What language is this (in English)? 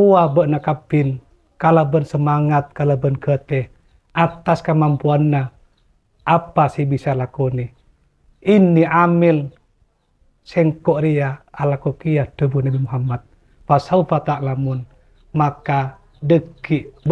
Madurese